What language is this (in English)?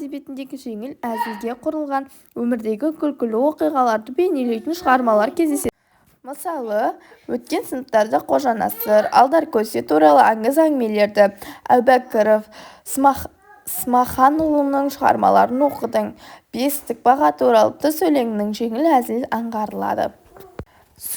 Kazakh